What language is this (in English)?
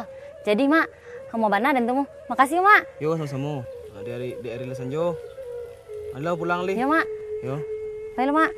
Minangkabau